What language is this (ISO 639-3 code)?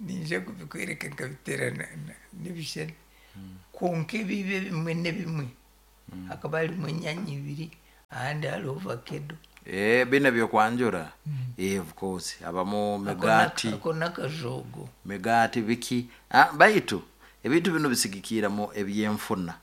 nyo